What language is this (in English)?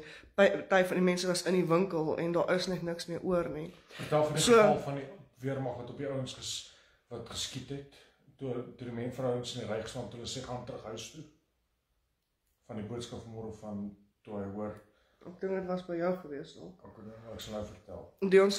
Afrikaans